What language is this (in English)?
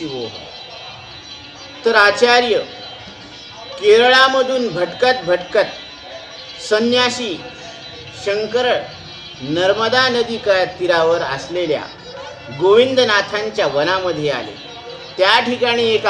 Marathi